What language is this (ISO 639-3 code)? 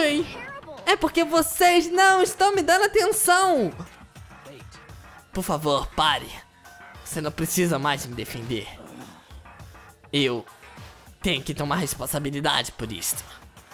por